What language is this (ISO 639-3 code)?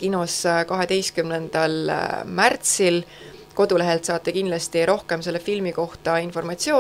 est